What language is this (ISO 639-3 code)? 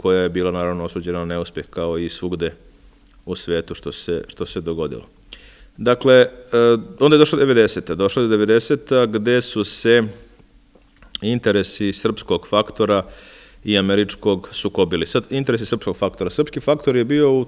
srp